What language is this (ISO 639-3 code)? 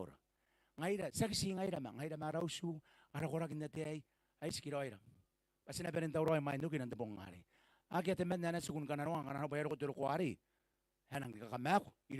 gil